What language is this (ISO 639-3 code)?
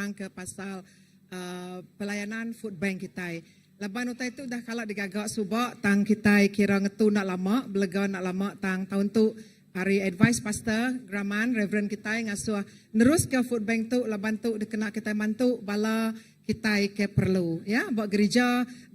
iba